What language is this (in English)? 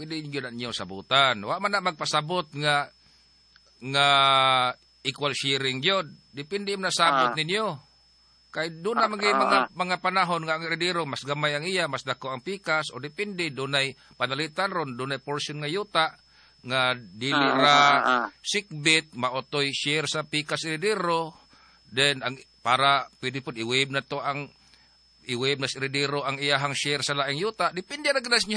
Cebuano